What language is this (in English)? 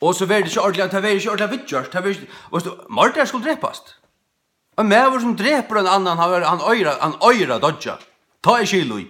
Faroese